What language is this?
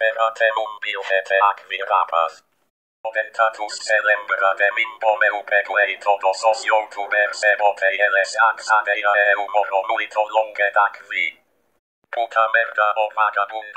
Latin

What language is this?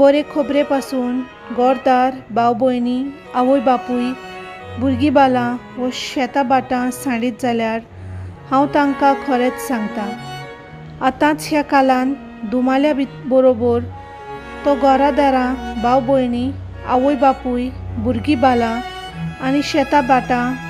Konkani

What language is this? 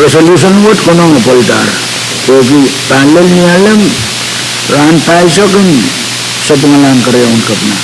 Pohnpeian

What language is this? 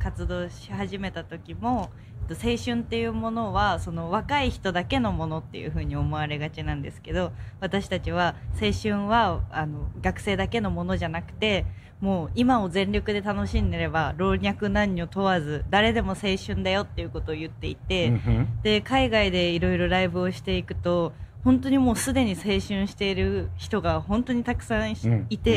Japanese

